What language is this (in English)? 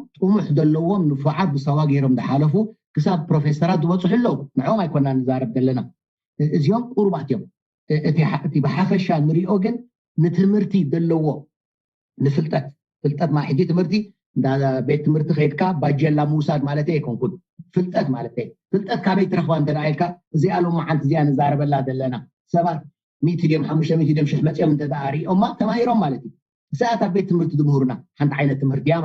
Tigrinya